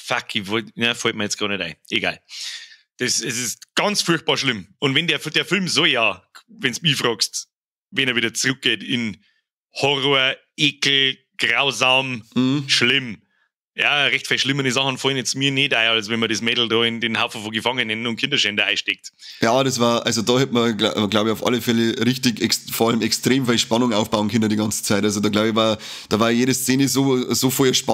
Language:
Bavarian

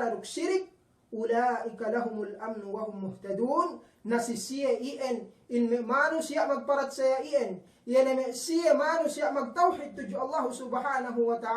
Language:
Yakan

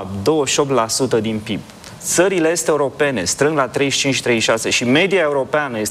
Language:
Romanian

